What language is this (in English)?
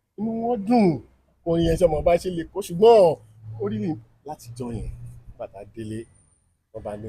Yoruba